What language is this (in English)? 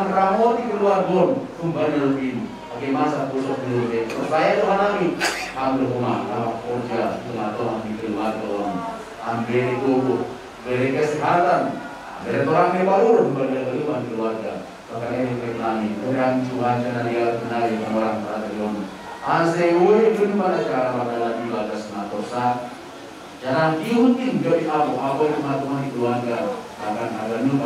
Batak Simalungun